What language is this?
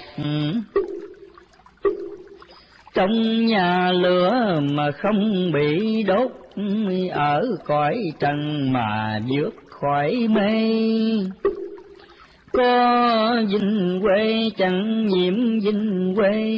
Vietnamese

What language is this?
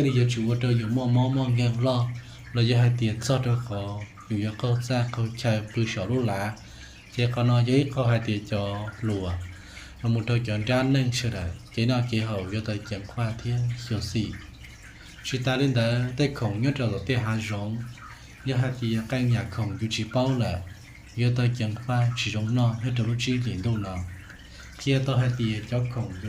Hmong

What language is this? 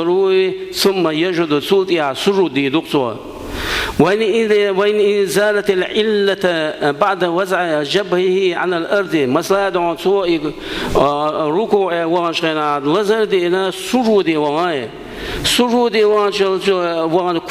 Chechen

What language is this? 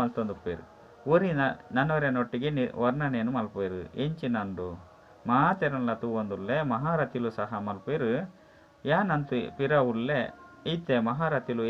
Tulu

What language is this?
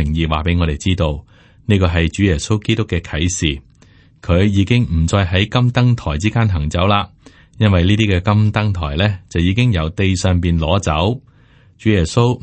Cantonese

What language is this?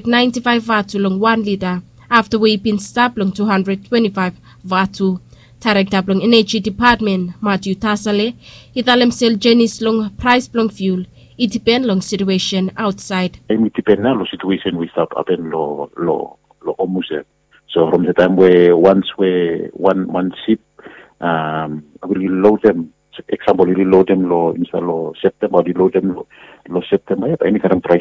Bislama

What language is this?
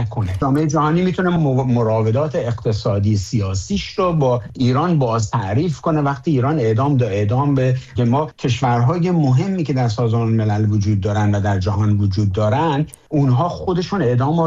Persian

